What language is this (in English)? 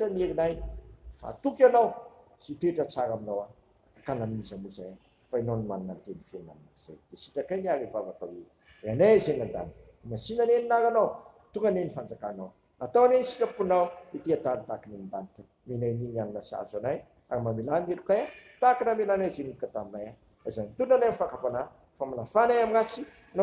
Malagasy